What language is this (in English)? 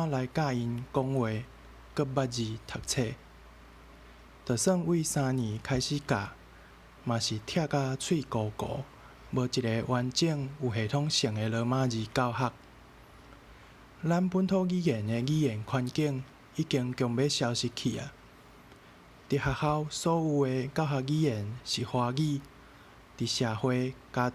Min Nan Chinese